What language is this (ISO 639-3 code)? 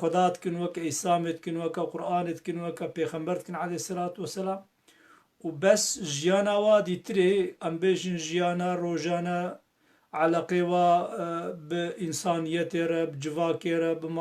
kur